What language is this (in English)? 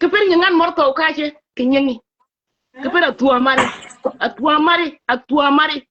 Nuer